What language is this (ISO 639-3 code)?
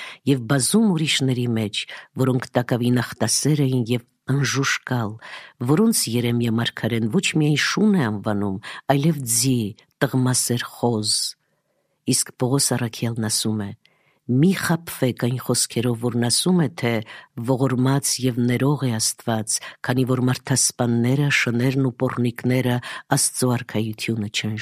hye